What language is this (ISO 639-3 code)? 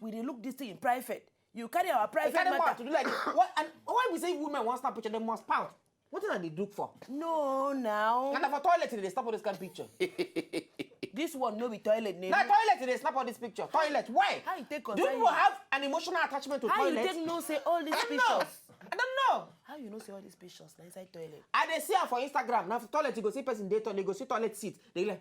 pcm